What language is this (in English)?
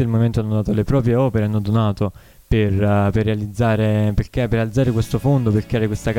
Italian